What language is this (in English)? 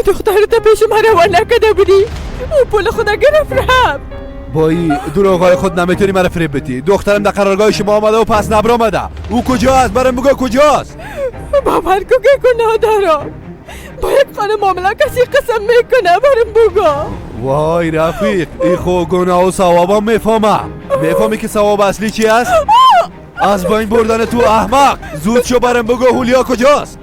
Persian